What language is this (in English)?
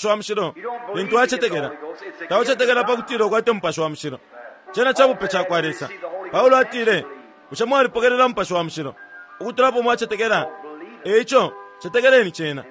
Bemba